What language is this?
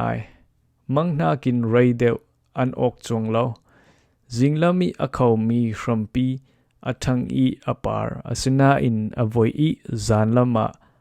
Falam Chin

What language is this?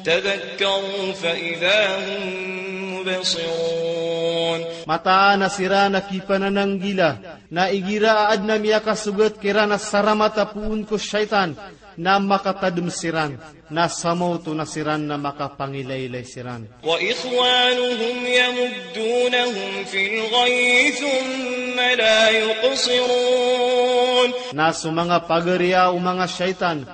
Maranao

